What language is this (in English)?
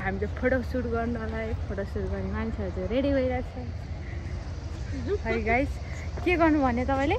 Nepali